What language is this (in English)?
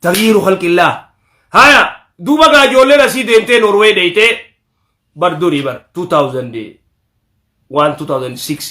Oromo